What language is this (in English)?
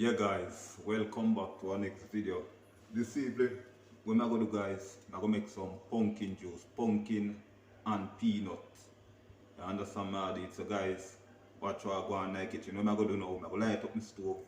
Jamaican Creole English